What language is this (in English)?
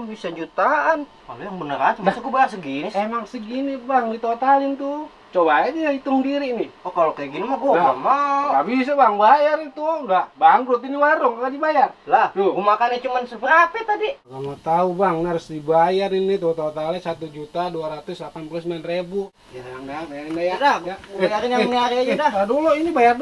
Betawi